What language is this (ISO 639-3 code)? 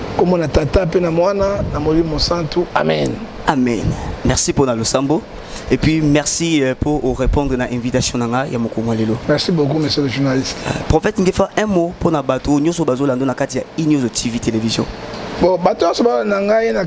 lin